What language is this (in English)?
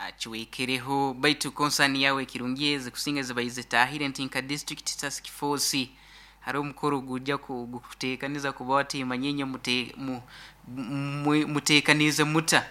Nyoro